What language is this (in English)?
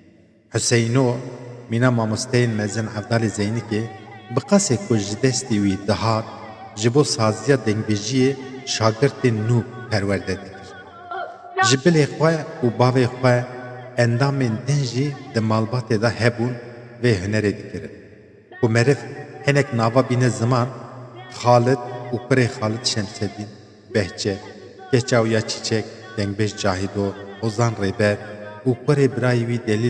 Kurdish